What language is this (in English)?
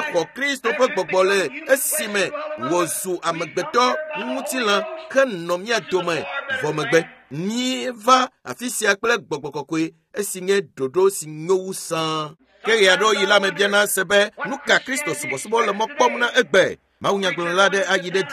Ewe